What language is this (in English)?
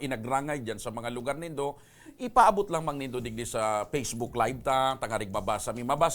Bikol